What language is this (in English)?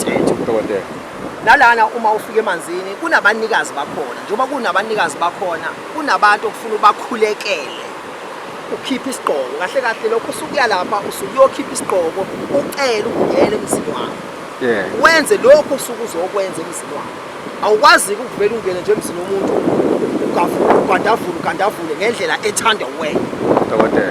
Zulu